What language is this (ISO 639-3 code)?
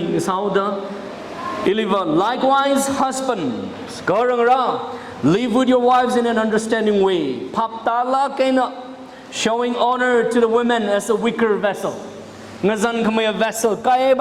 nmf